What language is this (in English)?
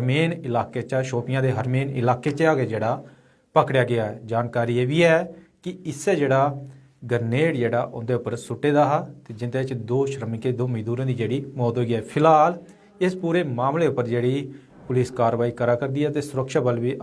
Dogri